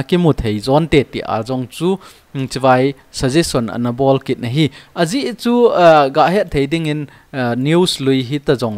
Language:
Thado Chin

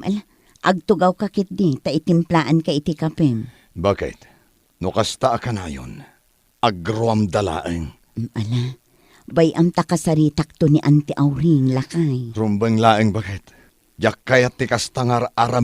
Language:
Iloko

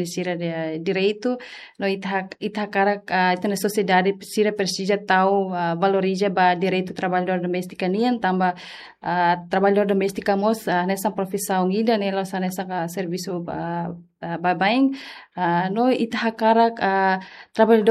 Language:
Tetum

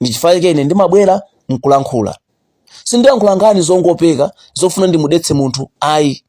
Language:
Nyanja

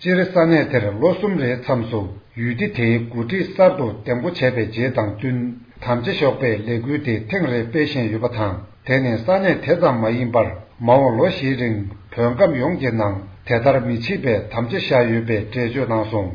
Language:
Tibetan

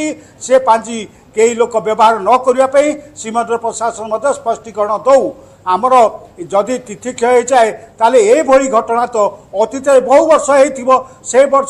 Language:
Odia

